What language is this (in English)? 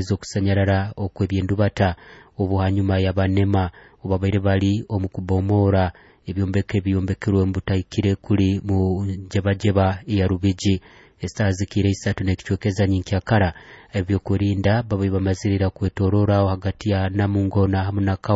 Nyoro